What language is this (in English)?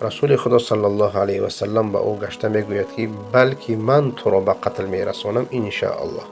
Persian